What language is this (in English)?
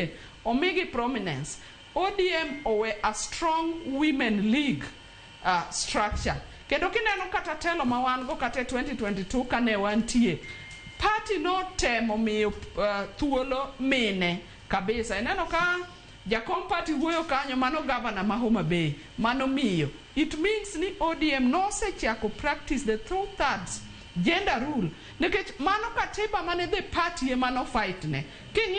Luo (Kenya and Tanzania)